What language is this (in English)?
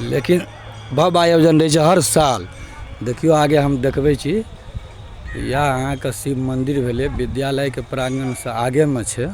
Maithili